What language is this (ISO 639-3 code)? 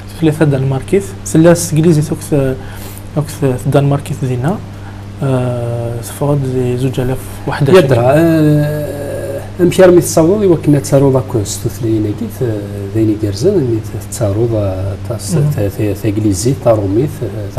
kab